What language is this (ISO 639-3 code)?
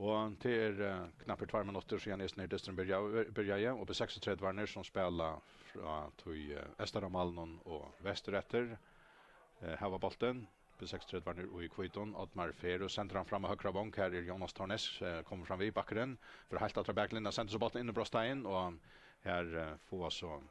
fao